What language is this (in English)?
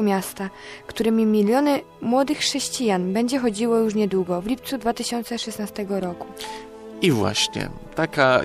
Polish